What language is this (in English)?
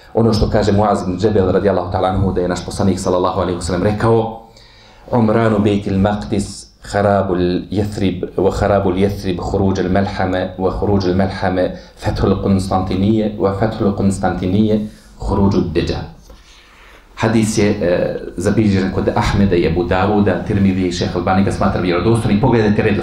Bosnian